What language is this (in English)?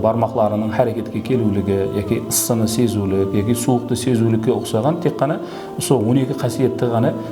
Kara-Kalpak